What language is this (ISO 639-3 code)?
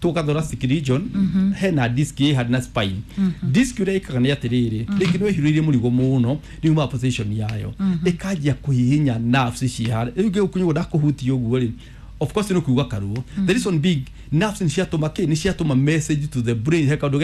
kik